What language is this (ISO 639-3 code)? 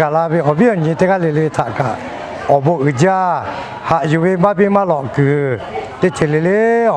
lhu